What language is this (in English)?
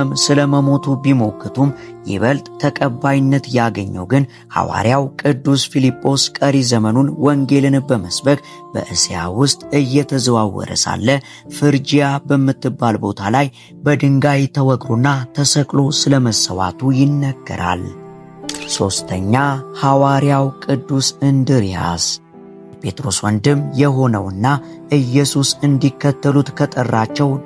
Amharic